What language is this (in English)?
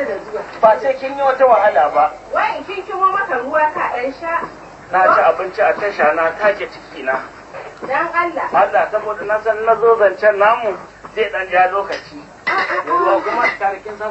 Hausa